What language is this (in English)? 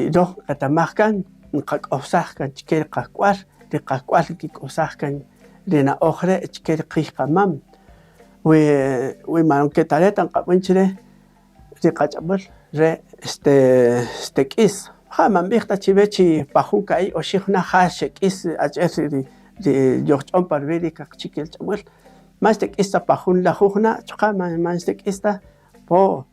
Kaqchikel